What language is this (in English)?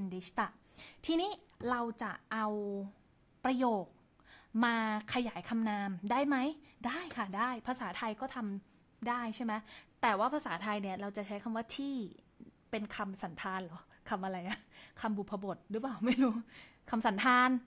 Thai